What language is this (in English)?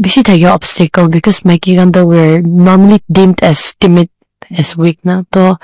Naga Pidgin